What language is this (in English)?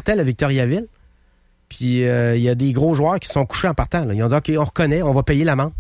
French